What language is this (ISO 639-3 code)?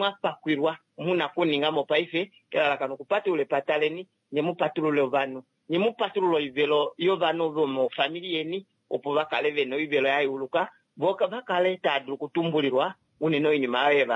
kua